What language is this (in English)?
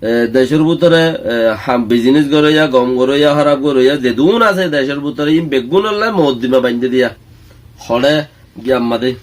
Rohingya